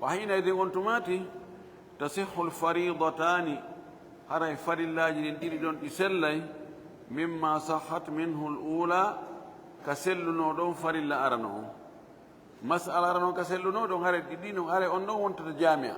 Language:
Fula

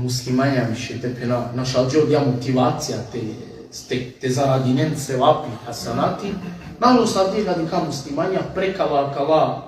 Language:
Balkan Romani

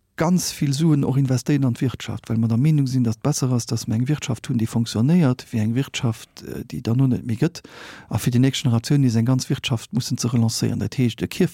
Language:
Luxembourgish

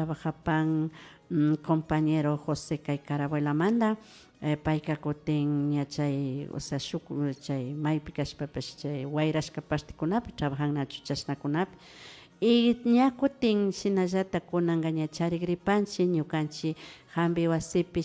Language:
Imbabura Highland Quichua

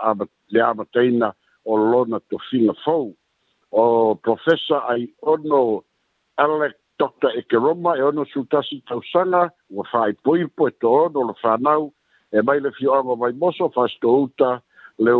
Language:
Samoan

